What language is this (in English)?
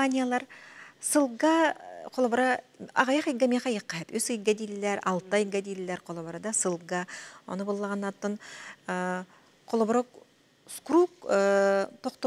Yakut